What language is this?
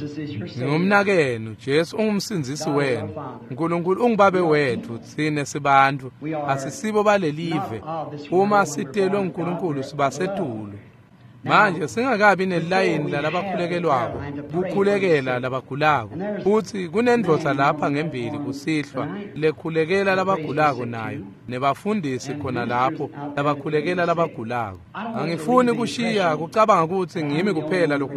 Swati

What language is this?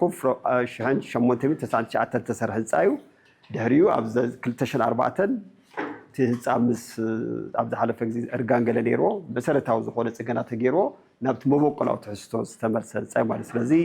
Tigrinya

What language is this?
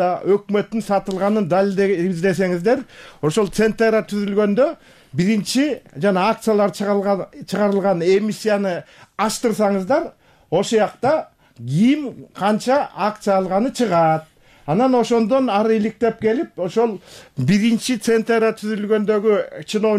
Kyrgyz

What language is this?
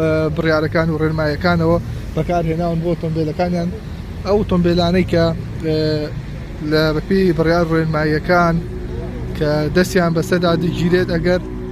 Central Kurdish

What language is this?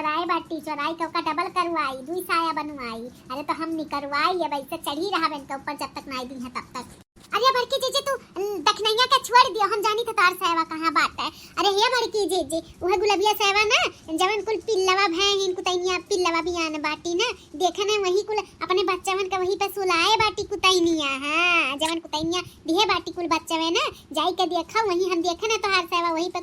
Bhojpuri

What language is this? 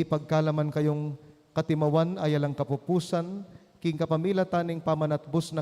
Pampanga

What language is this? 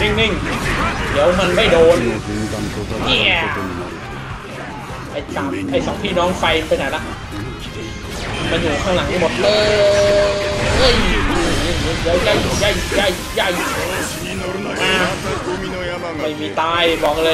Thai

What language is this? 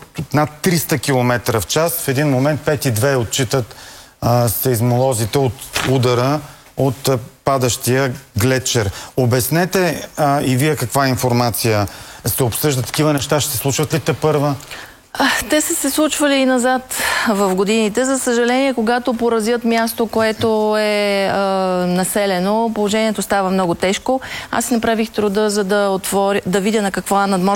Bulgarian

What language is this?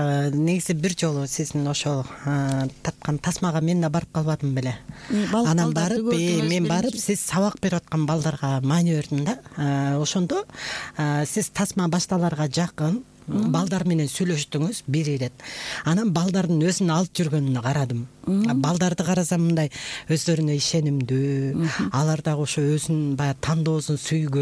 Kyrgyz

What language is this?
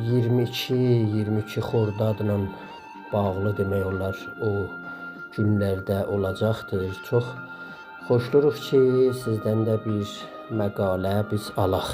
South Azerbaijani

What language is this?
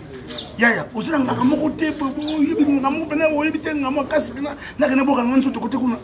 Lingala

